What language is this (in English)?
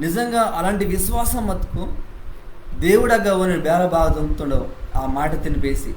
Koya